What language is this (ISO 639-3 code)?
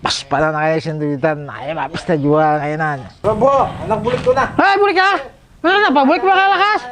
bjn